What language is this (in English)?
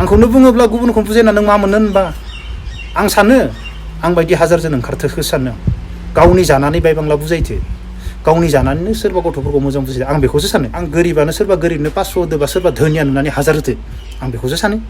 Bodo